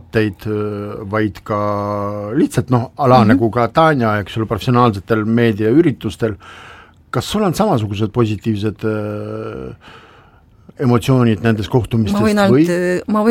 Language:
Estonian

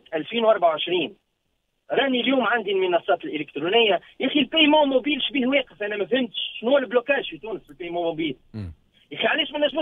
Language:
Tunisian Arabic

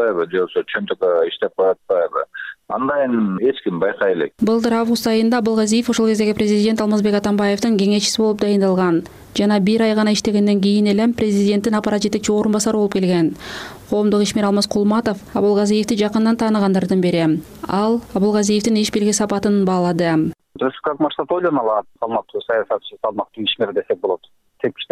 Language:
Kyrgyz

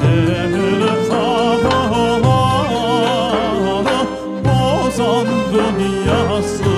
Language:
Crimean Tatar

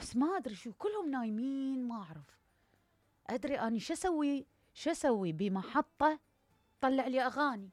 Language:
Mesopotamian Arabic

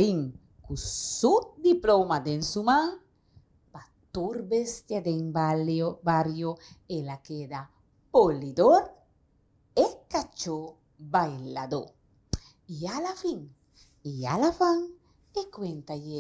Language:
Papiamento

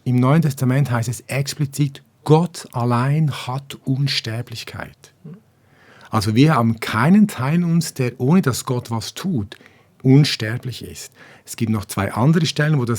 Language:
Swiss German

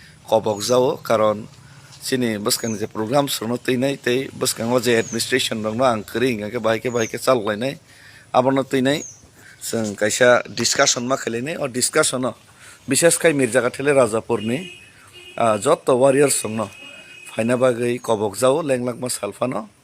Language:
Kok Borok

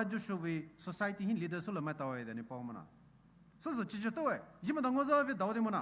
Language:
Poumei Naga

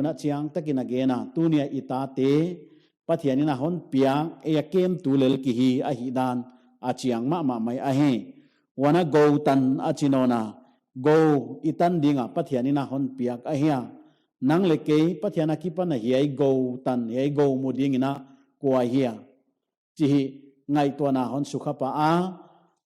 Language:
Paite Chin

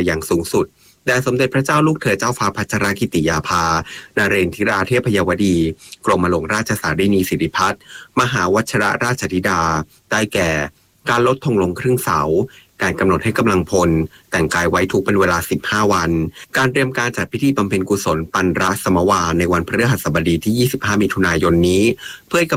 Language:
Thai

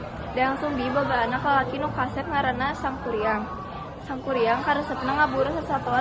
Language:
Sundanese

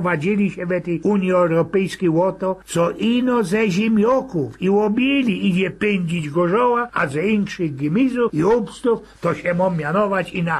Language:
Silesian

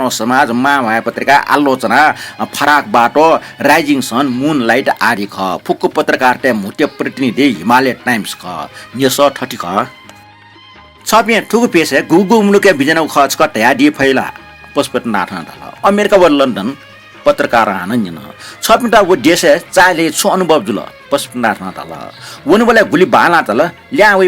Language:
Newari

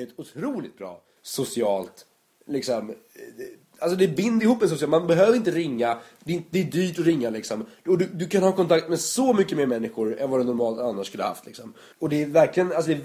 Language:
Swedish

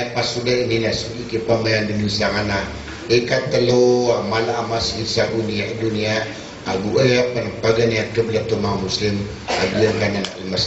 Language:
Maranao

